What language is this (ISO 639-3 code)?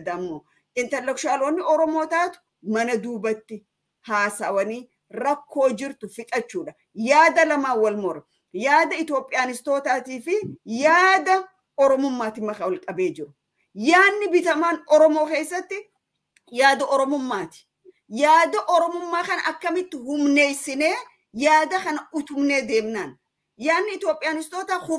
orm